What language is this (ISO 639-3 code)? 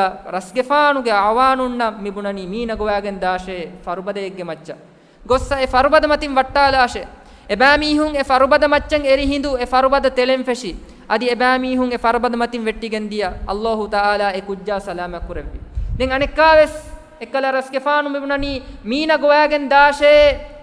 div